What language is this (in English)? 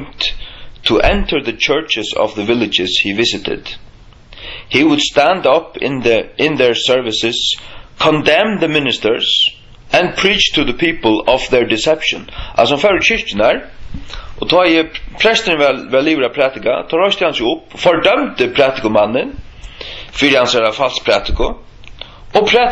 Faroese